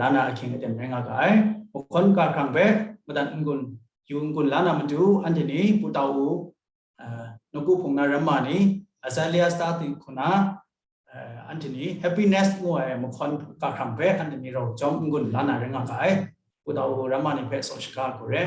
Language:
Kachin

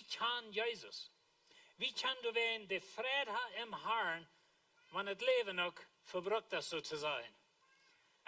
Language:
Plautdietsch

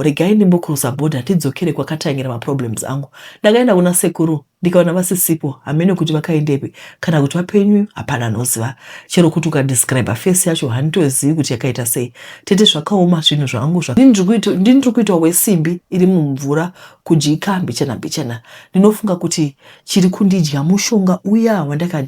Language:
Shona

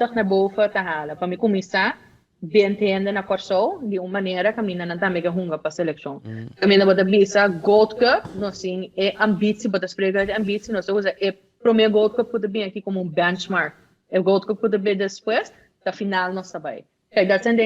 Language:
Papiamento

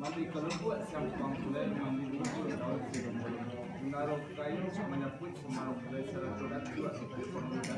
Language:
Minangkabau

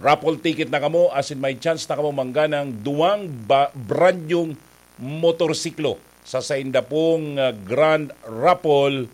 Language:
Bikol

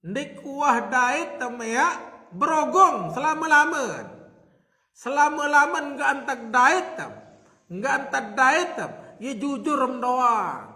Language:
Sasak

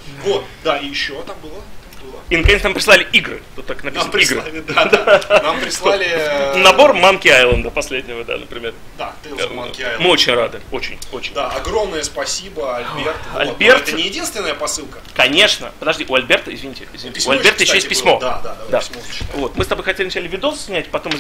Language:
Russian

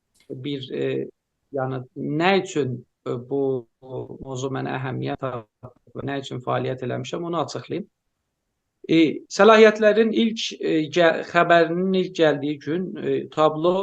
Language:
South Azerbaijani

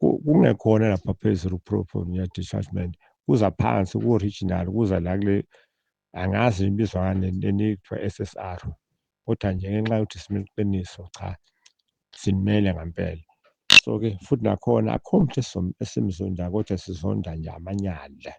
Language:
Zulu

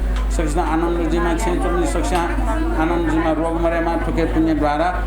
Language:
Newari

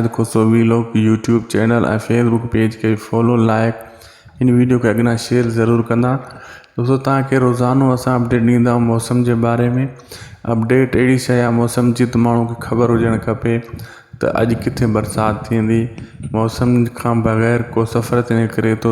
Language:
Sindhi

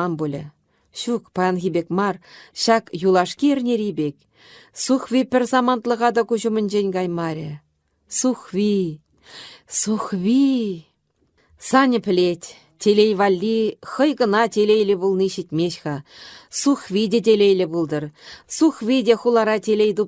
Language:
Chuvash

